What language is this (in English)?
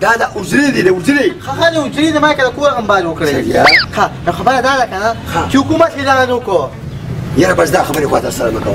Pashto